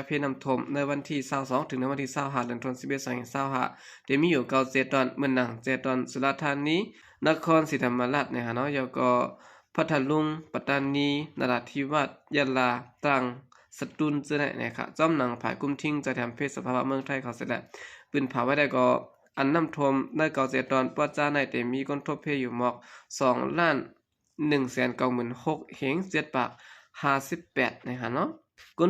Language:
Shan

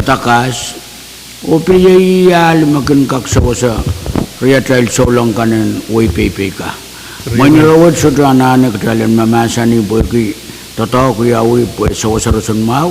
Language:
Pohnpeian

